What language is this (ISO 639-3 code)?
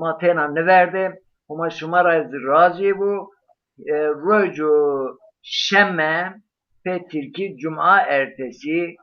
zza